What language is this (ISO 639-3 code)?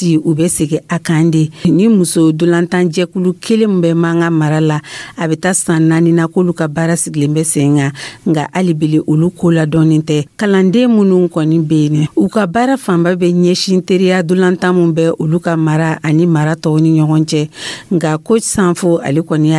dyu